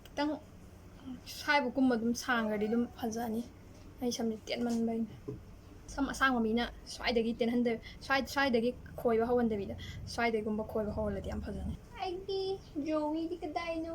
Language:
Manipuri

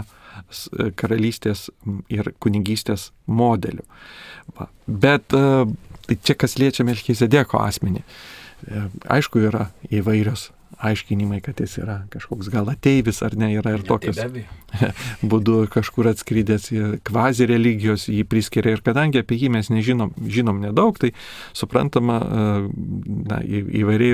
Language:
Lithuanian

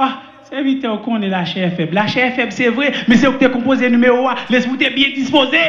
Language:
Haitian Creole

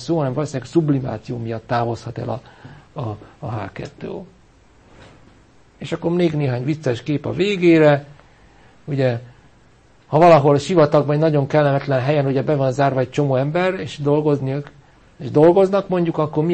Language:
Hungarian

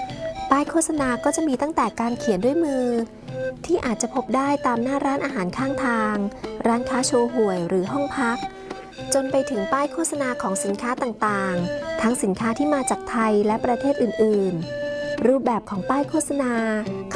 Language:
Thai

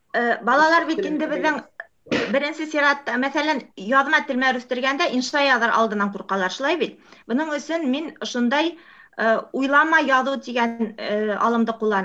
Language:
Bashkir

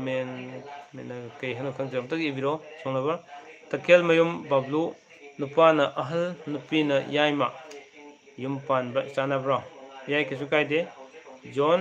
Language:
Manipuri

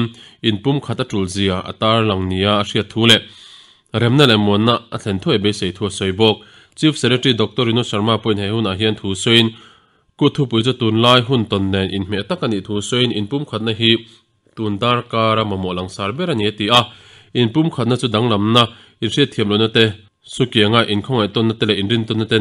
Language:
Mizo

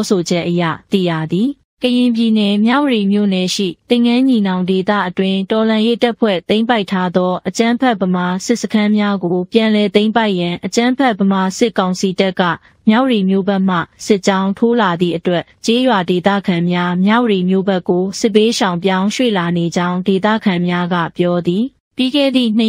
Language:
Burmese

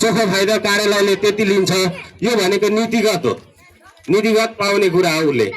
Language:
Nepali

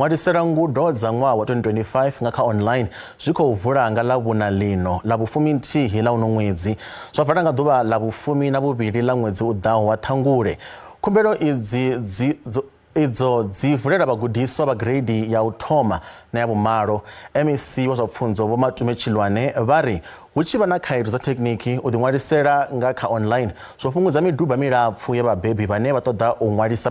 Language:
Venda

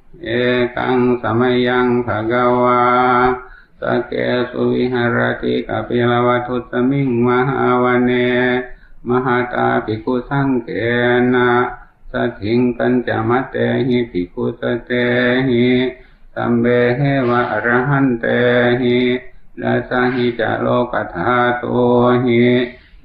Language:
Pali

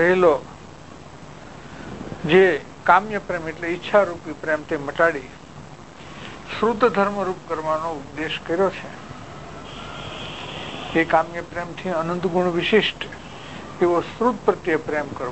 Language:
Gujarati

